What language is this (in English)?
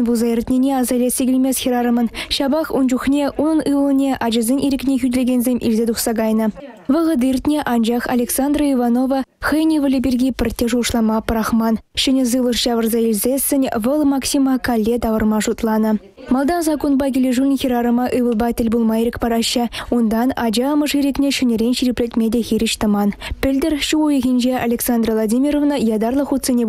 Chuvash